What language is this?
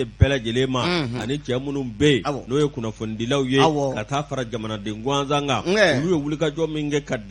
Bambara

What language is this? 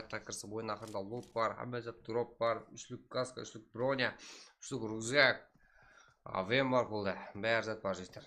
Kara-Kalpak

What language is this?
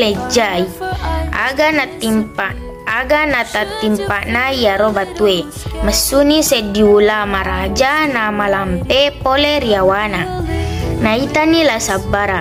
Buginese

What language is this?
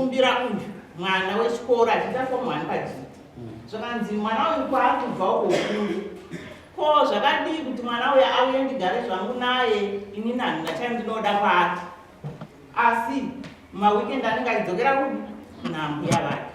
Shona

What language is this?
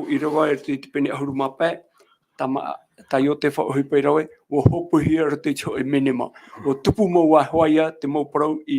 Tahitian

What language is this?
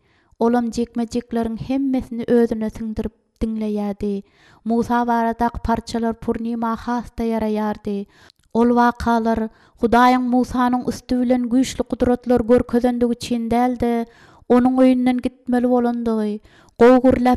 Turkmen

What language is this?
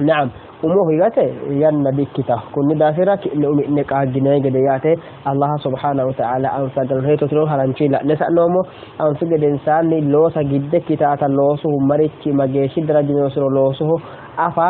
Sidamo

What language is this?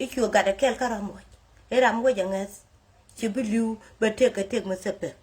Nuer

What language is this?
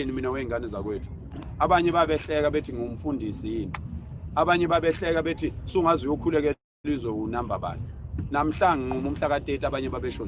Zulu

